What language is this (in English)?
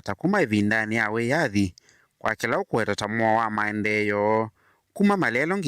Kamba